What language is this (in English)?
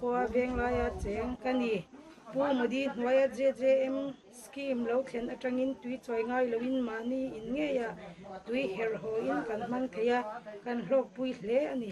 Mizo